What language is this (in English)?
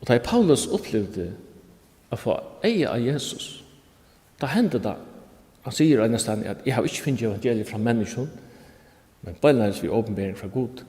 Faroese